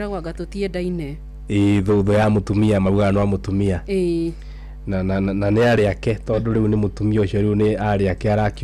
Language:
Kikuyu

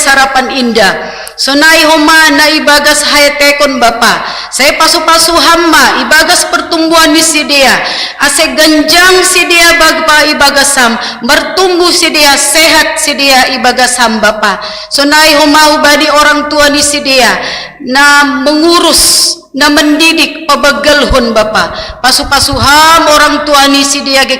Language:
Batak Simalungun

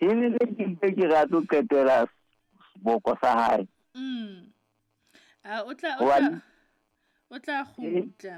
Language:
Southern Sotho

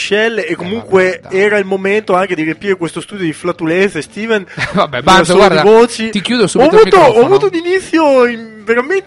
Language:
Italian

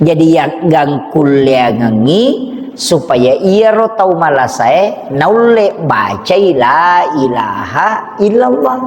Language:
Buginese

